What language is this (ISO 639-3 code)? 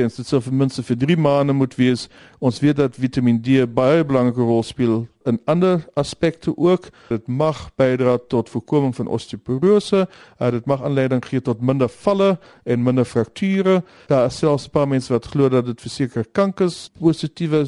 afr